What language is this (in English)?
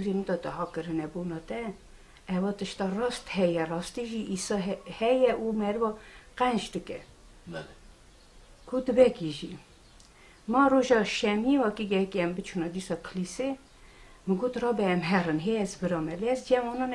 Kurdish